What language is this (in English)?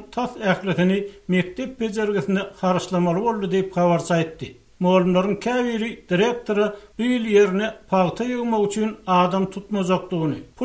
Turkmen